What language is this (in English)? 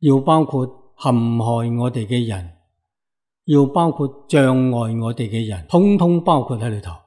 Cantonese